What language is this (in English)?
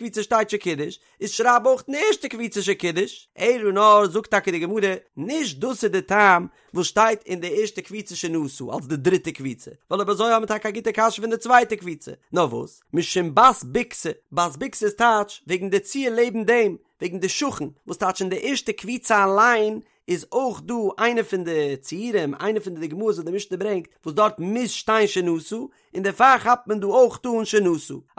Yiddish